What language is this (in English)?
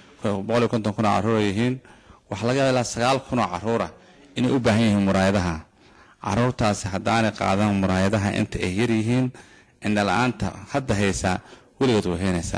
Somali